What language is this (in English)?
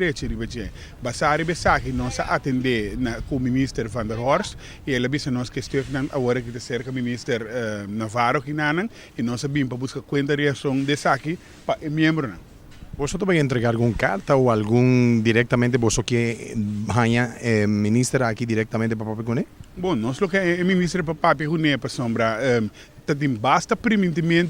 Papiamento